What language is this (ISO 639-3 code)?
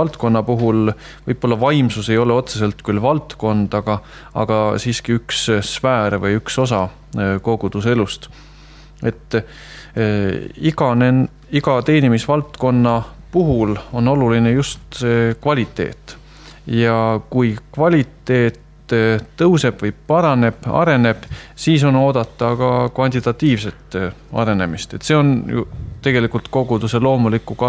est